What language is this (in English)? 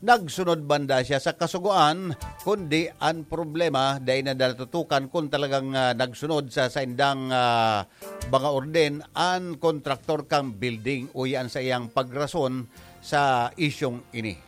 Bikol